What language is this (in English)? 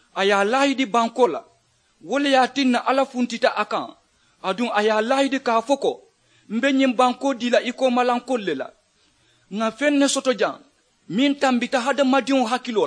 Mandingo